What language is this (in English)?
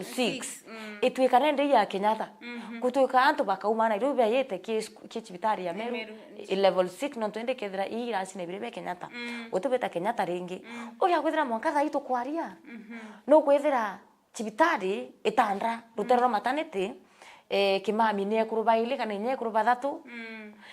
Meru